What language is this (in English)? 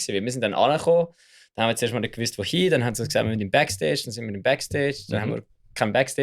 Swiss German